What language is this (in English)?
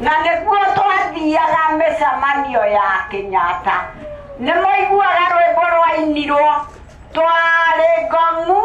Kikuyu